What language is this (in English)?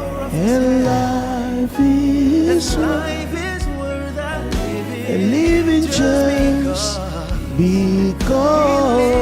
Ewe